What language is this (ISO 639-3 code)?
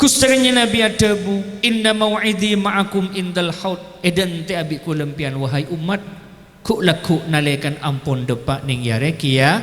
mad